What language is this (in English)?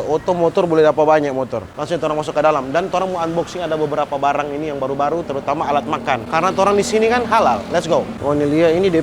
Manado Malay